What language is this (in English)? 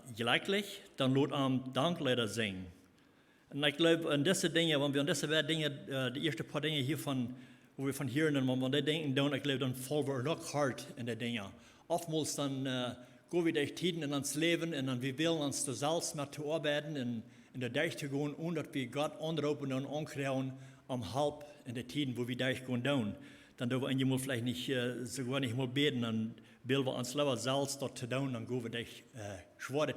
Plautdietsch